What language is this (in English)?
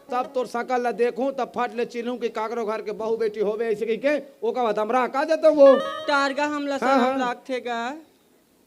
Chhattisgarhi